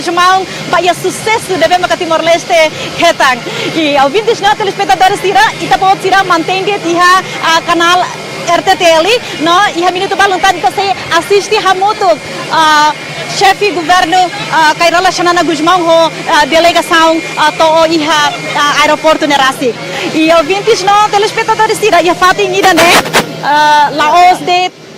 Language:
Tetum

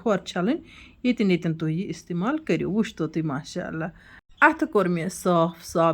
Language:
Kashmiri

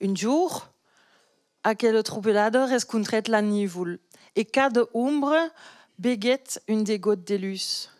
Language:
Occitan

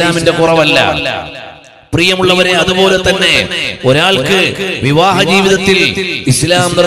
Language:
Malayalam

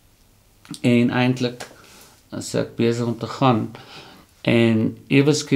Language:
Afrikaans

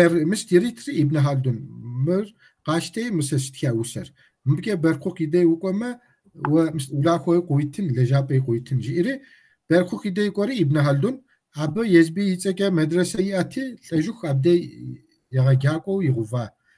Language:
Kabardian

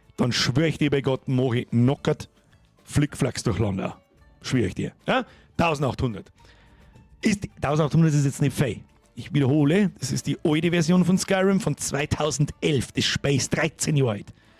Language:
Bavarian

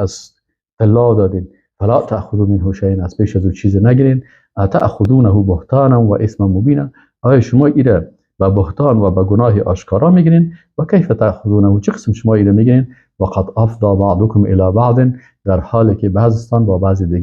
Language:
Persian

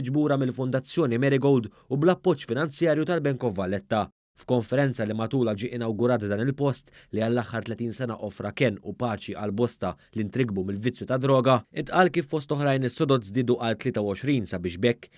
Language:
Maltese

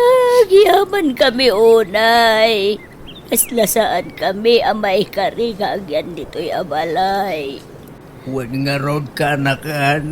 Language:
Iloko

